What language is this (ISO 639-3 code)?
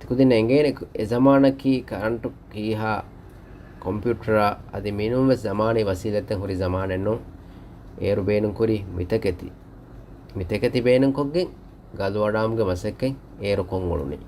div